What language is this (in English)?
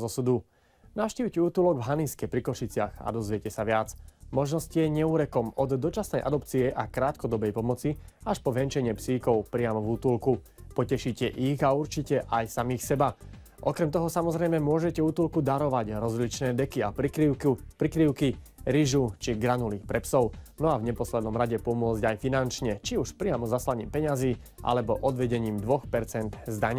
Slovak